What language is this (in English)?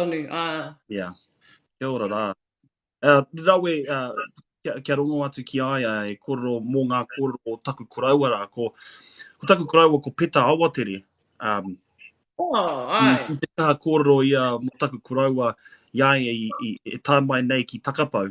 Māori